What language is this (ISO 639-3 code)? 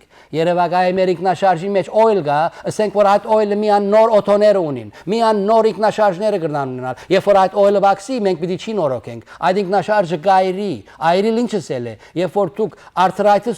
hyw